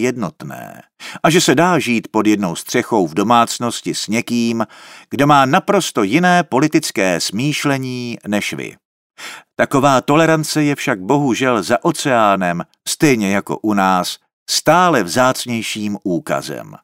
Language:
Czech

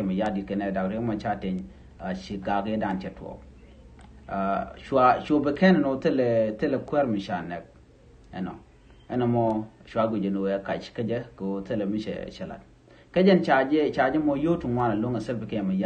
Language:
Nuer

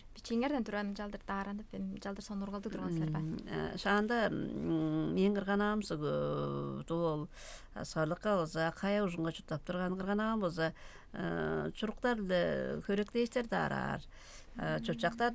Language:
Tuvinian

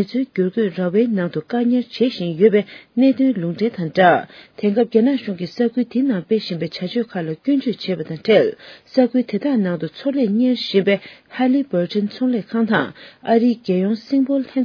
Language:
Tibetan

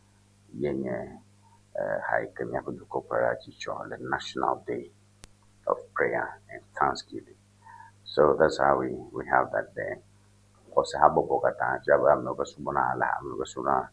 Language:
Ewe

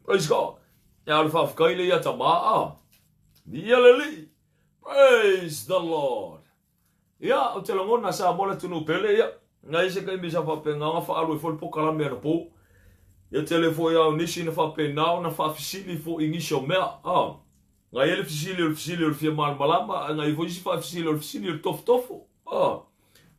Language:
Samoan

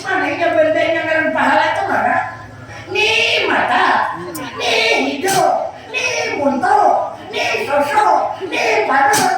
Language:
Banjar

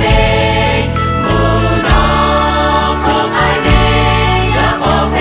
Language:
Lahu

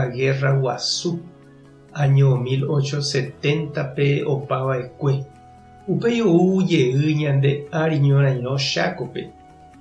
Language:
Guarani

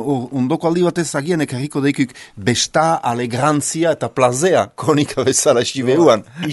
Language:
Basque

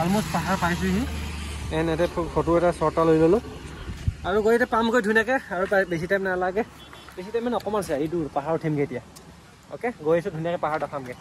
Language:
Assamese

